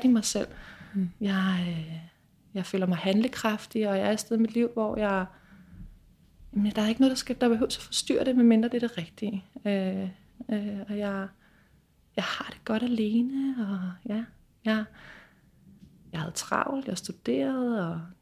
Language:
Danish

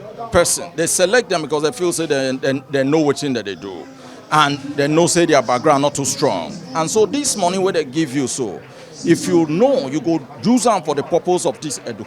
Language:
Nigerian Pidgin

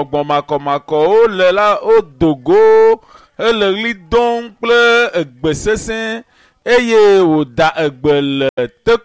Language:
Ewe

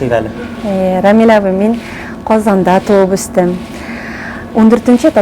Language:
Tatar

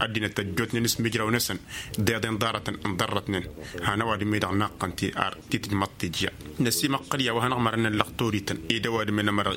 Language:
Tamasheq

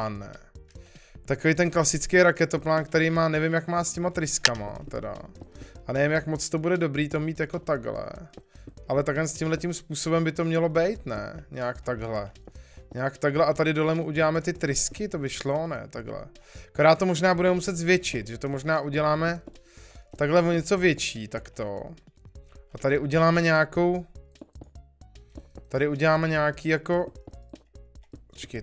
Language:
Czech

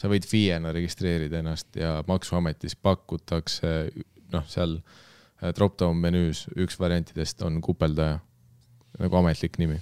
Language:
Estonian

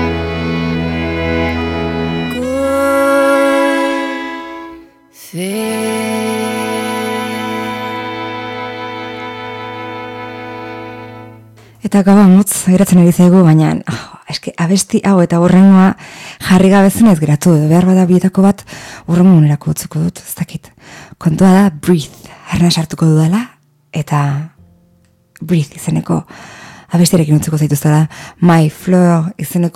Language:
Basque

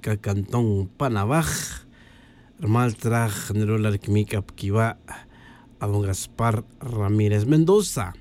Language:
Tz'utujil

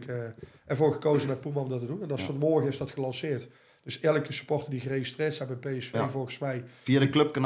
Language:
Dutch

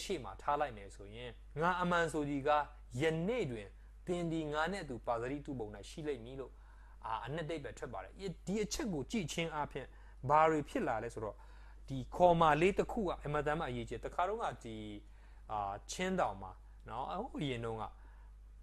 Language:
Burmese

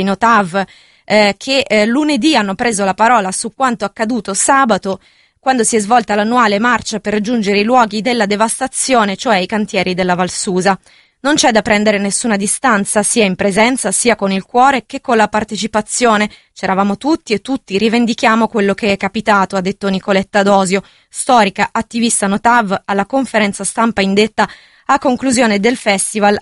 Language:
Italian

